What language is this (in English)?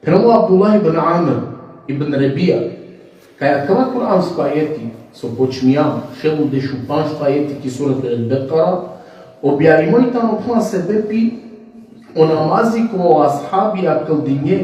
Balkan Romani